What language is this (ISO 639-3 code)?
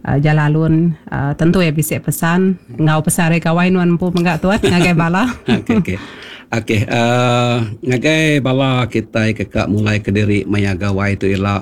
iba